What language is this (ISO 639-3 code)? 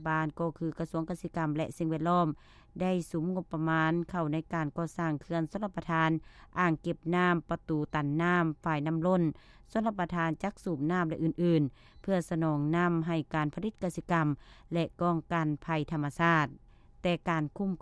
lao